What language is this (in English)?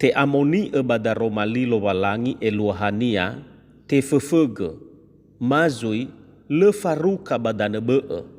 Nias